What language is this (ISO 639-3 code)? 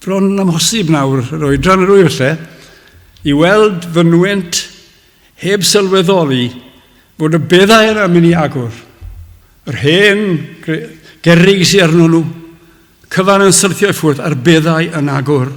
cym